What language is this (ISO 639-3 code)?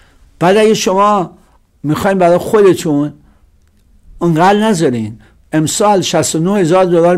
fas